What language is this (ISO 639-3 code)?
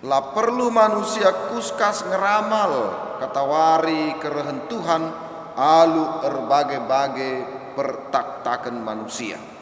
btx